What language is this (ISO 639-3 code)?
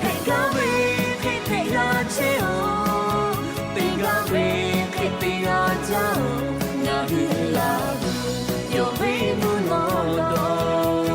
lhu